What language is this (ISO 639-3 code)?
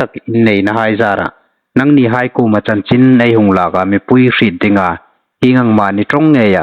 hmr